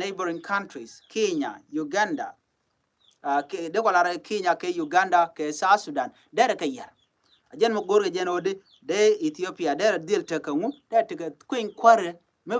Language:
Nuer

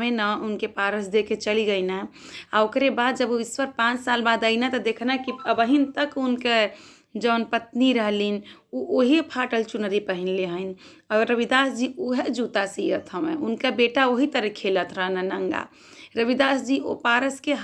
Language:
Bhojpuri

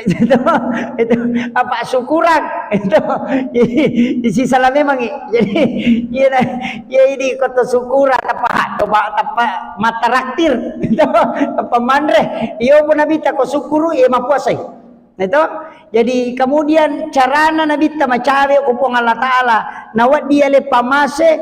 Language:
Buginese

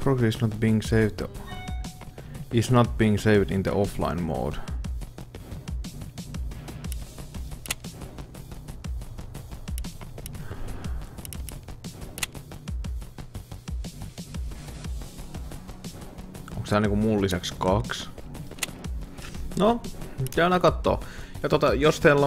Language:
Finnish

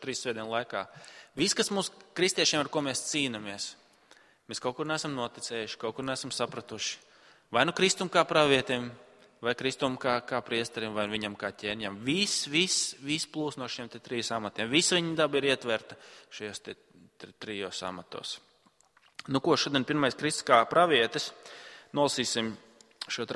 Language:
Latvian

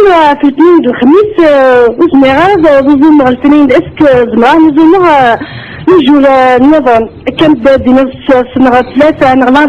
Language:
Kabyle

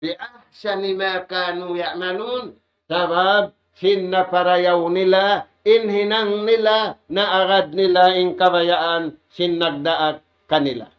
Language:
Tausug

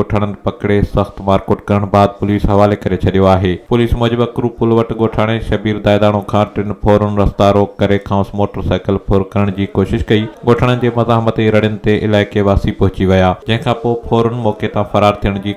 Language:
Sindhi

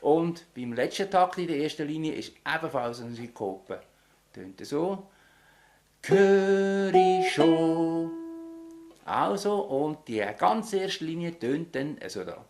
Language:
Swiss German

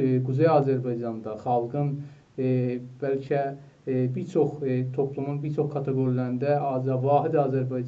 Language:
South Azerbaijani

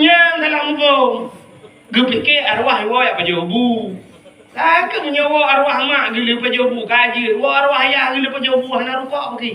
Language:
Achinese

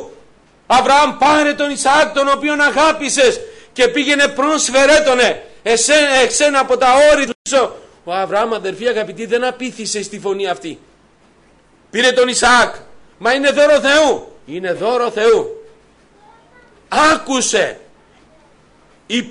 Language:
Greek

